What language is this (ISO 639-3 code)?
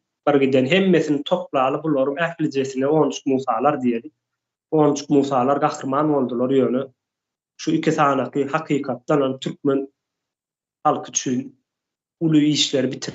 tuk